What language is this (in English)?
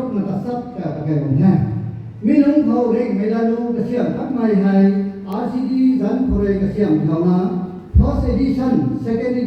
Rongmei Naga